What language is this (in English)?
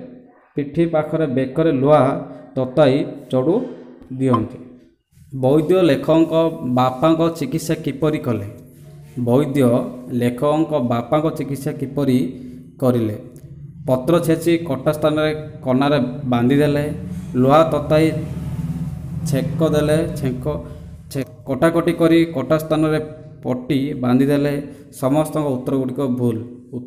Odia